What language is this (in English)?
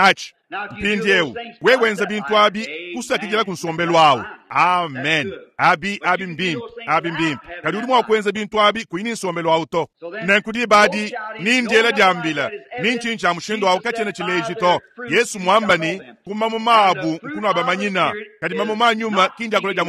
Luba-Lulua